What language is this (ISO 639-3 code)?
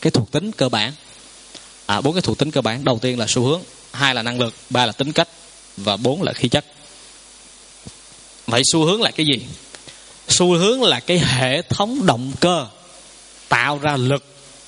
vie